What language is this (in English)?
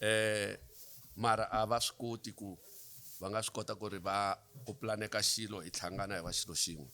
Tsonga